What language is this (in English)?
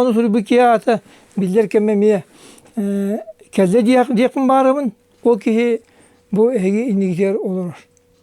Yakut